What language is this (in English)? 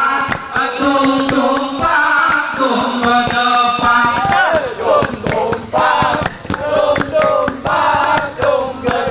Gayo